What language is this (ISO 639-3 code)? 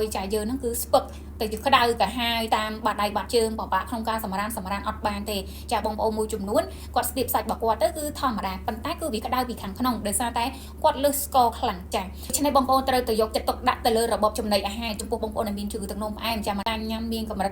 khm